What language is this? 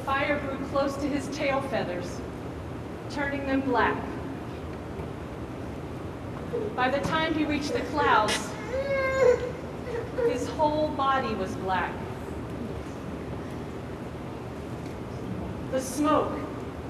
English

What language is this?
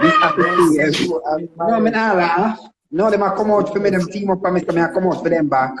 Jamaican Creole English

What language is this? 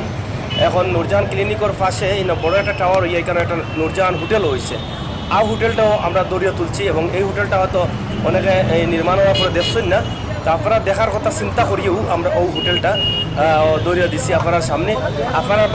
Sylheti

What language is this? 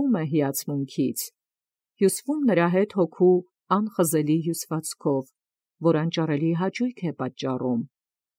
Armenian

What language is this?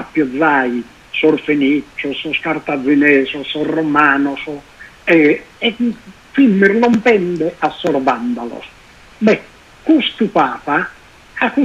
Sardinian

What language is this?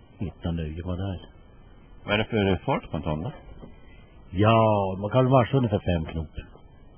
Swedish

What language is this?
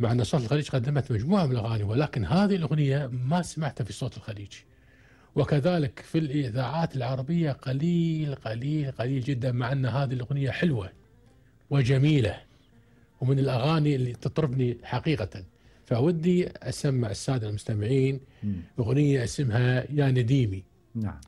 Gulf Arabic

